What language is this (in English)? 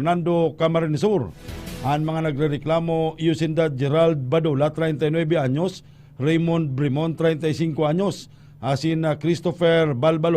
Bikol